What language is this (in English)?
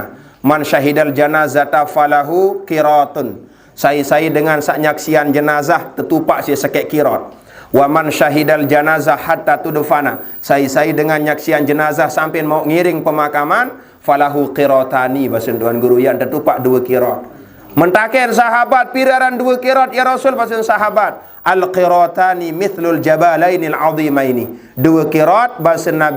Sasak